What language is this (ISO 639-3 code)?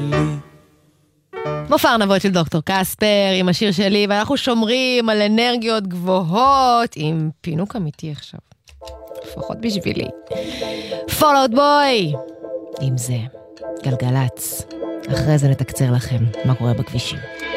heb